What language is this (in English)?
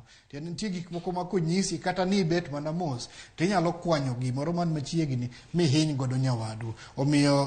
Luo (Kenya and Tanzania)